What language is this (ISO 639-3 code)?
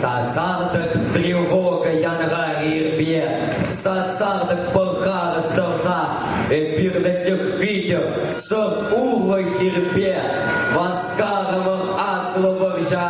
chv